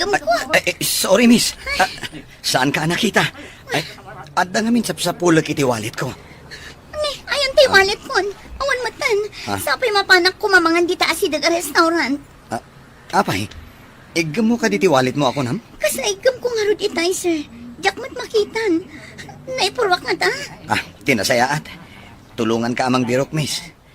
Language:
Iloko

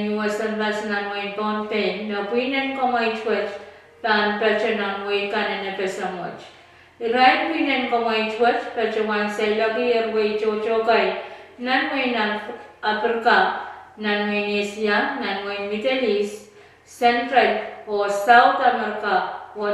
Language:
Pohnpeian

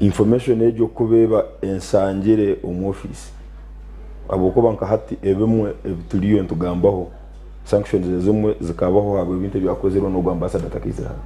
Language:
Nyankole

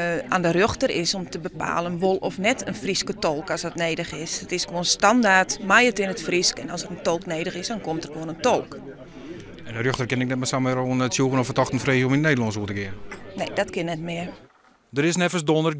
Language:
Western Frisian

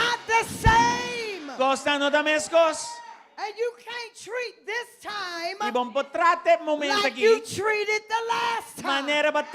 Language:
Papiamento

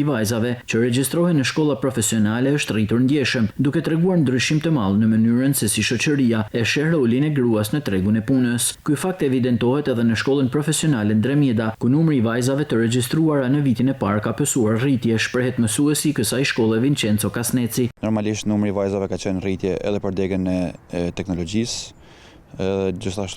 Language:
Albanian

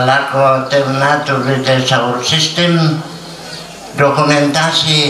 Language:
Toraja-Sa'dan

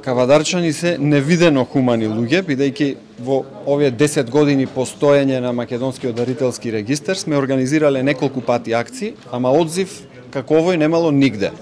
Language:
Macedonian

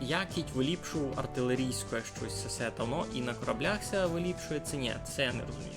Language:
Rusyn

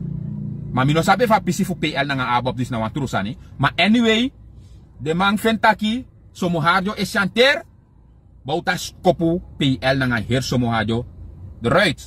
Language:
Sranan Tongo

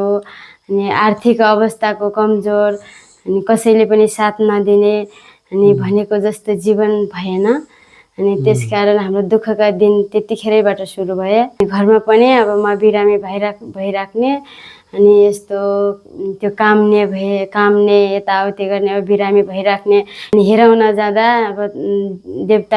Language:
Nepali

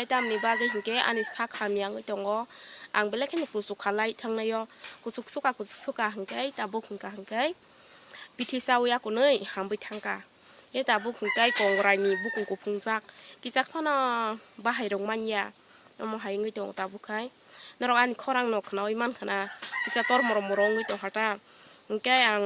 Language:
Kok Borok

